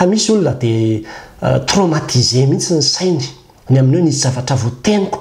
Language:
Malagasy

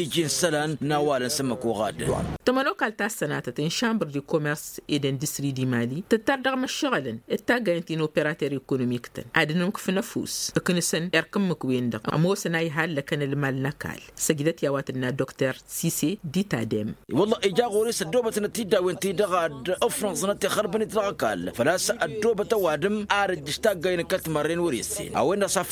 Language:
Tamasheq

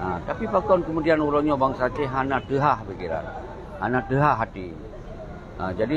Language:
Achinese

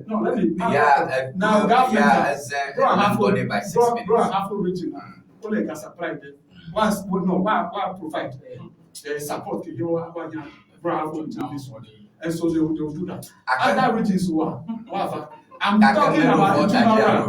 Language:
Ewe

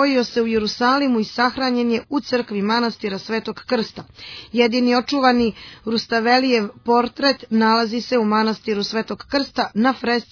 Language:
Serbian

